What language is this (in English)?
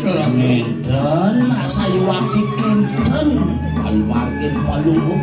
Balinese